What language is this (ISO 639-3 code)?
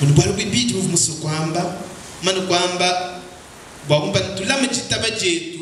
lua